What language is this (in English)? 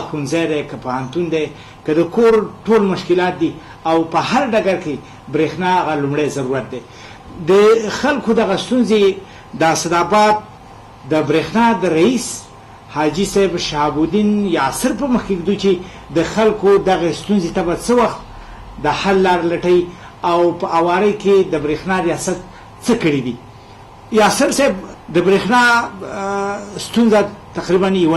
Pashto